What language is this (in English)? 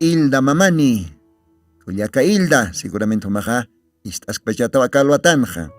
Aymara